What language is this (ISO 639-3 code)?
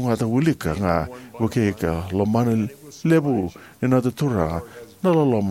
fij